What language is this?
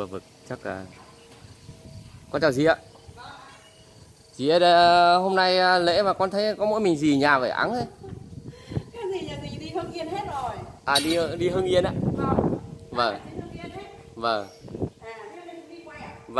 Vietnamese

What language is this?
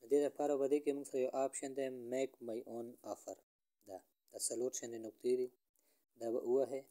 Pashto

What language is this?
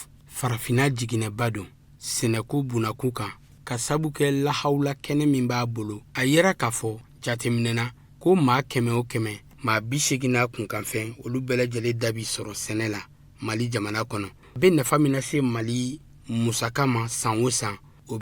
Bambara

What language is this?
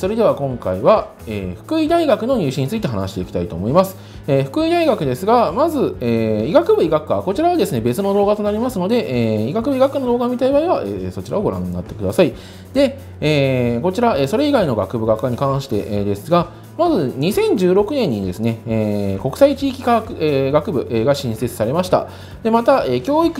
Japanese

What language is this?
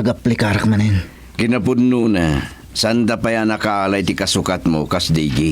Iloko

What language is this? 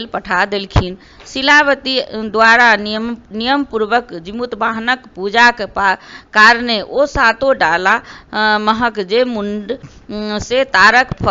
Maithili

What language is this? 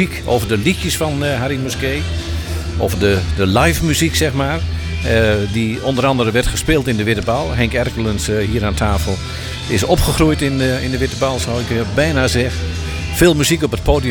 Dutch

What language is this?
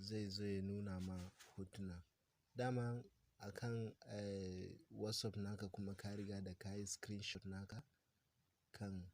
Hausa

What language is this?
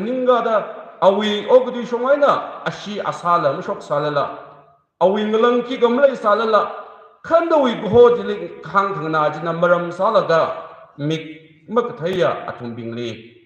Tangkhul Naga (India)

